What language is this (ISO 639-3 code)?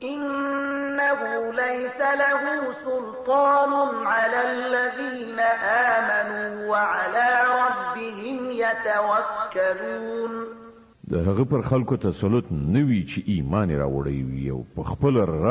pus